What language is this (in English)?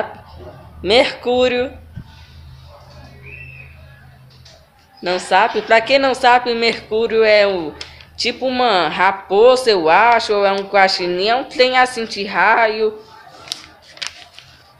Portuguese